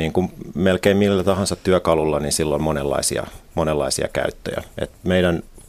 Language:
Finnish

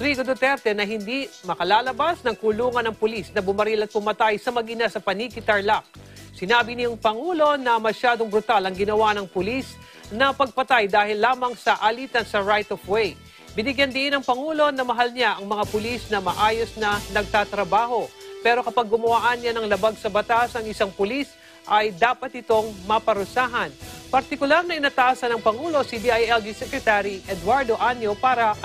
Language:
Filipino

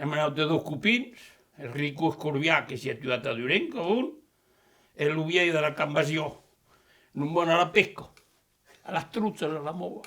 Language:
Occitan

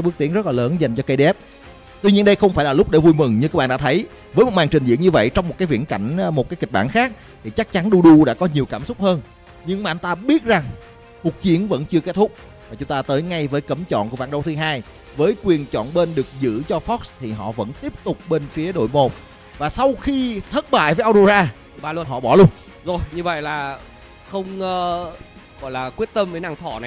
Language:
Vietnamese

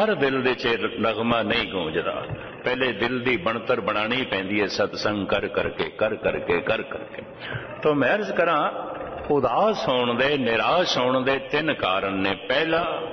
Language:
Punjabi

